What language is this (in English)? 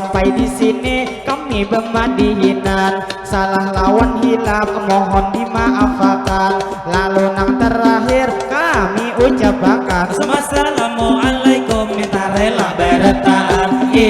Banjar